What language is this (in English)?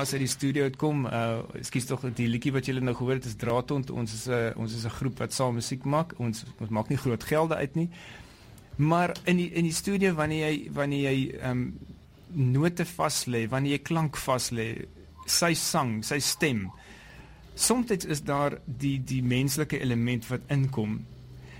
Afrikaans